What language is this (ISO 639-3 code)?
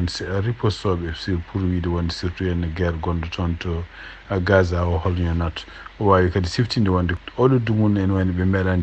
ful